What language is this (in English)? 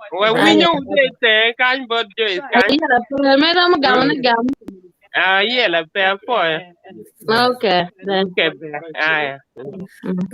Acoli